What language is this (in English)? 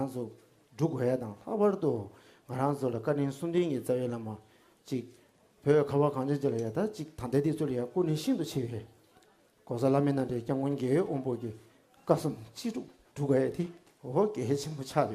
Tibetan